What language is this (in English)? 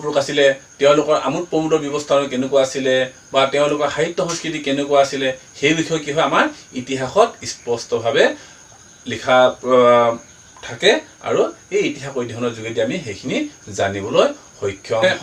Assamese